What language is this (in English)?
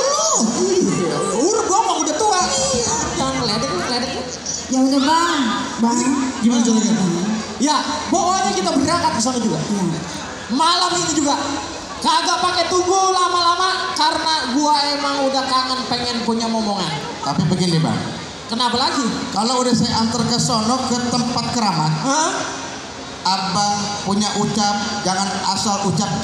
Betawi